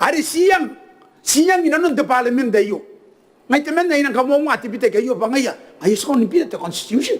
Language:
Gilbertese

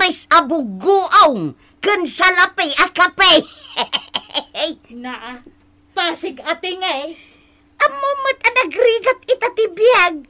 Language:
Iloko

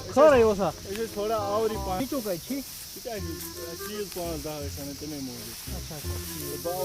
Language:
Kashmiri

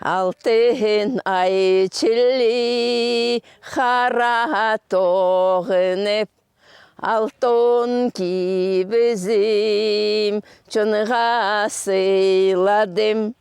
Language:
Khakas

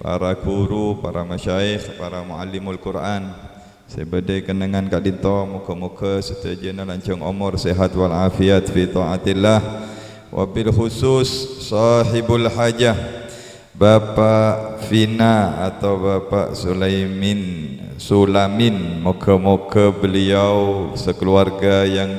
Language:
Madurese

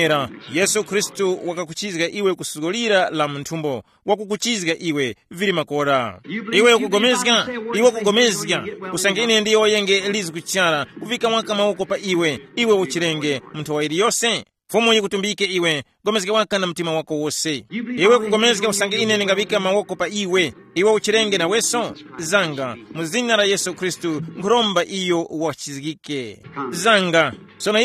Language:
Tumbuka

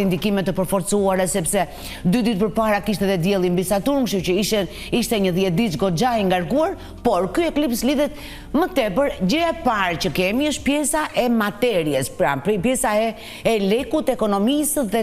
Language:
Albanian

